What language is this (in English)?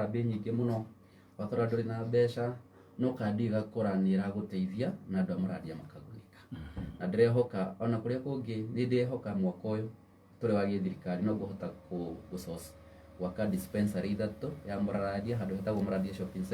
Kikuyu